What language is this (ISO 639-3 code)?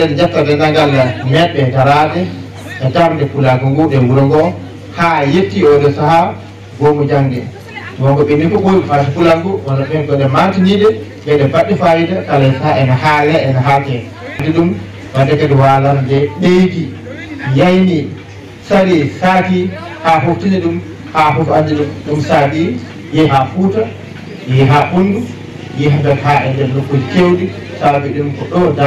ful